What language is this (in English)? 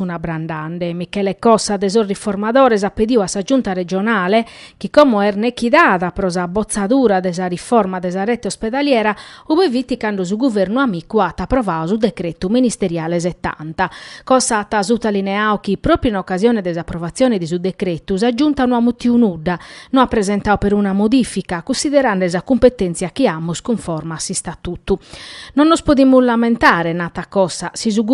Sardinian